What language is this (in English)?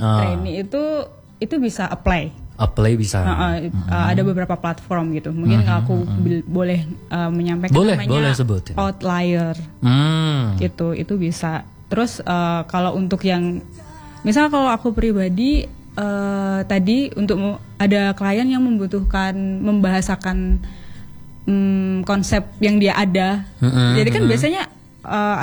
Indonesian